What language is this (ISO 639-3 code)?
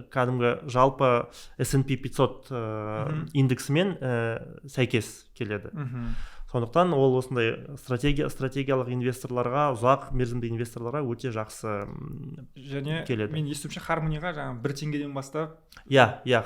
kaz